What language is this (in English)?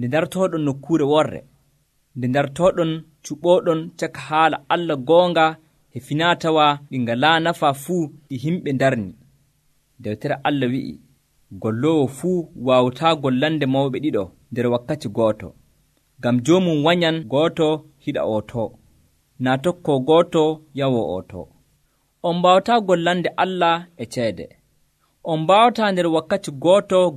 Nigerian Fulfulde